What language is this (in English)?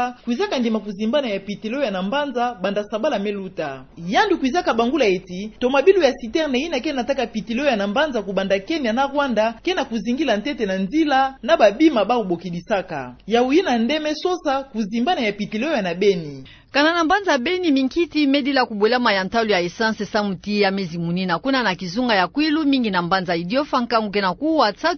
Kituba (Democratic Republic of Congo)